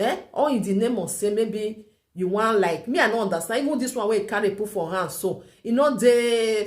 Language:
Nigerian Pidgin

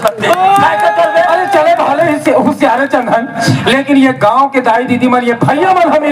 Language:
Chhattisgarhi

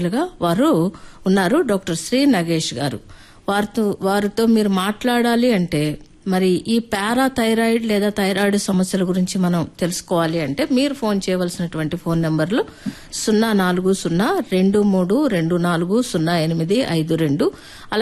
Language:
Telugu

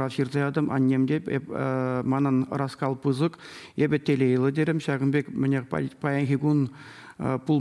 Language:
Chuvash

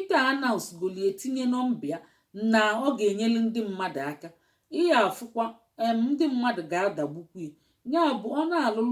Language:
Igbo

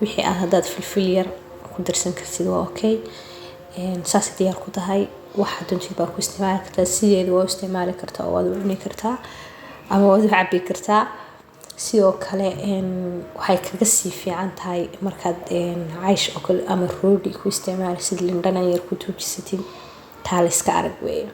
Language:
Somali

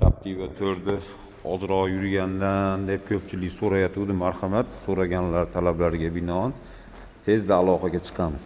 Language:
Uzbek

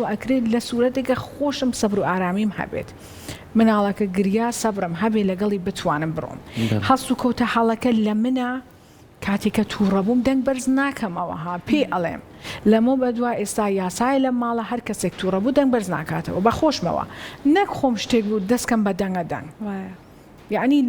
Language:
Central Kurdish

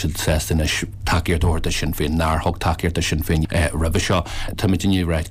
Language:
Irish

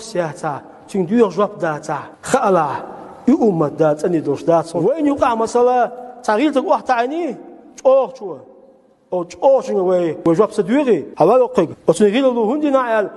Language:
Chechen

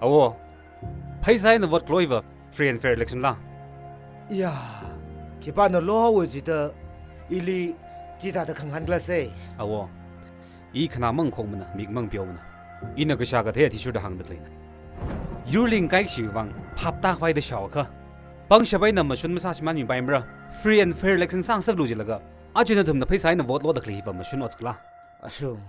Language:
Tangkhul Naga (India)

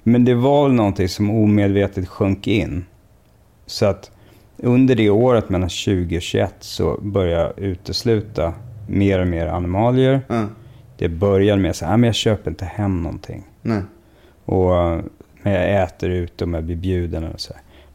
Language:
Swedish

